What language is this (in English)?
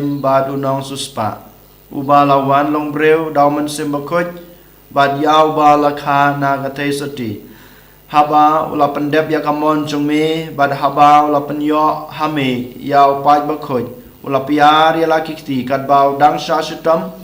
Khasi